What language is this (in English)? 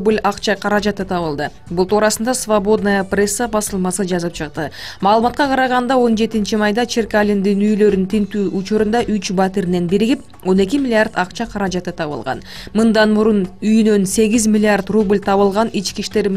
Kyrgyz